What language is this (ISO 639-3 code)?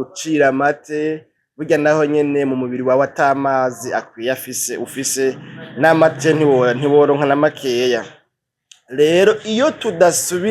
run